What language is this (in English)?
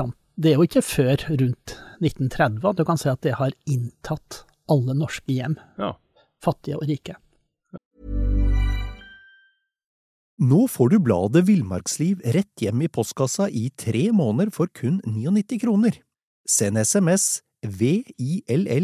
Norwegian